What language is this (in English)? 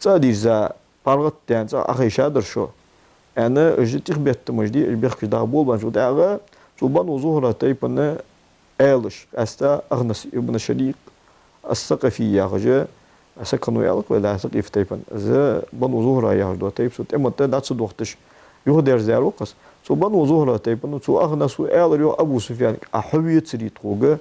Ingush